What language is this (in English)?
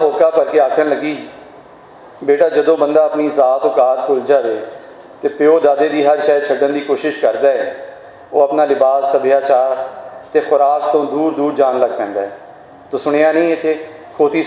Western Panjabi